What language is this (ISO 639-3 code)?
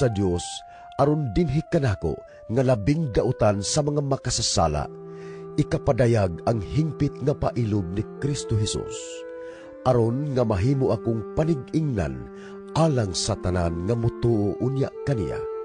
ceb